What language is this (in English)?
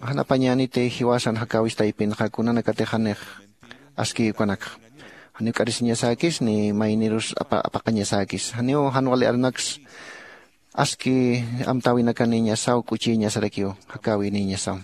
Aymara